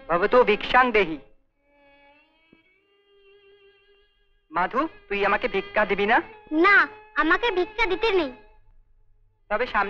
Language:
Bangla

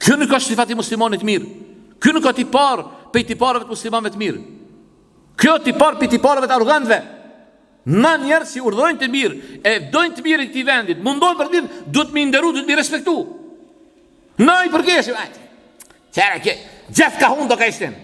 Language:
Albanian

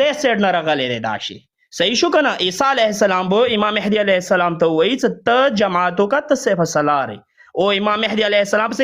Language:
Pashto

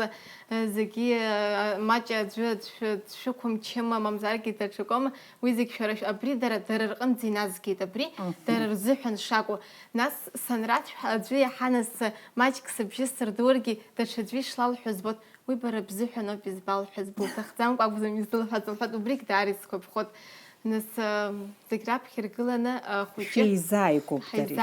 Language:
Abkhazian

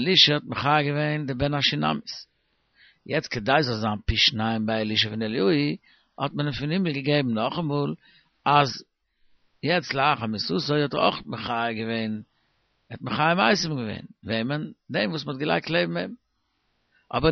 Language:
Yiddish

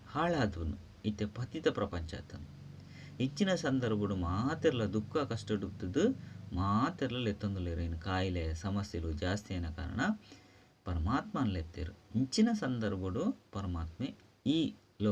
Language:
Tulu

